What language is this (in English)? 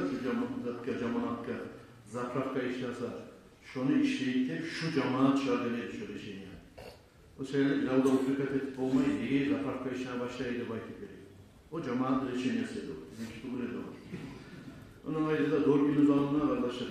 Kumyk